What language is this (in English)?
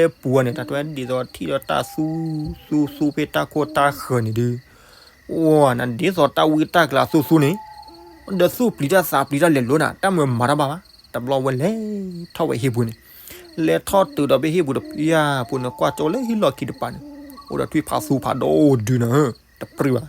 S'gaw Karen